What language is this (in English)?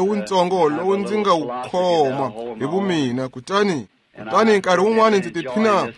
Tsonga